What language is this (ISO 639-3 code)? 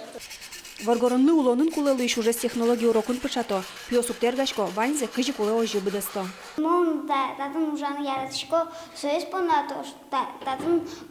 udm